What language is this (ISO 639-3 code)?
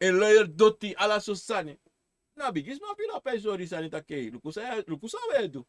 srn